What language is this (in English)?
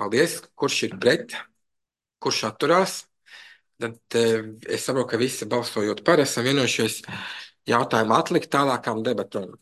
Latvian